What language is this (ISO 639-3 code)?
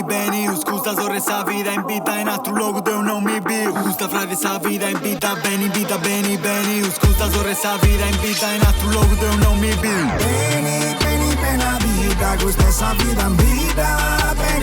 srd